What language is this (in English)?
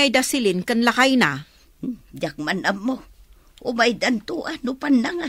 Iloko